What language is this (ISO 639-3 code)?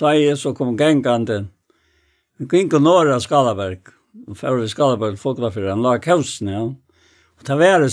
fao